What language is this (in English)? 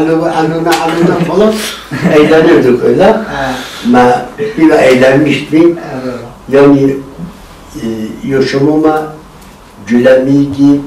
Kurdish